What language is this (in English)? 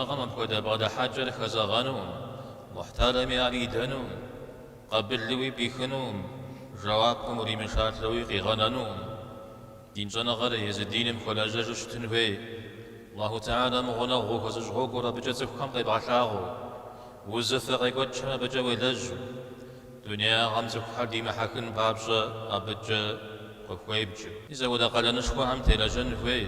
Kabardian